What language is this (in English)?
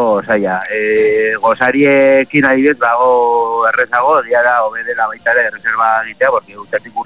Basque